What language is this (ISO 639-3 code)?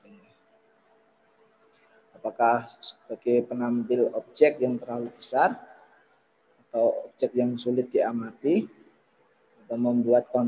ind